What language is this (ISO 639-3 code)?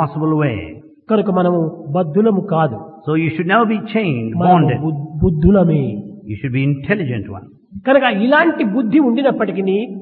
tel